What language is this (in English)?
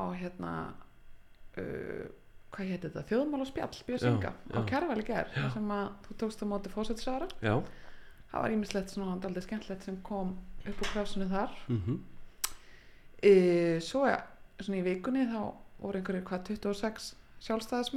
Icelandic